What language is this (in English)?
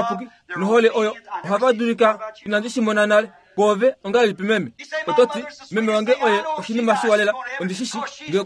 Kuanyama